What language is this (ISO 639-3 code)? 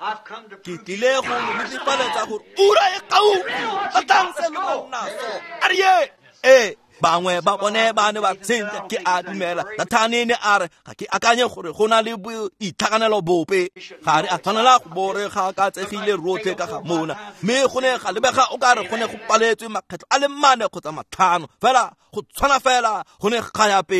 tsn